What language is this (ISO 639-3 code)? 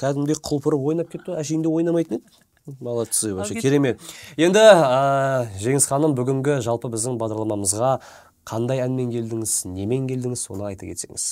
kaz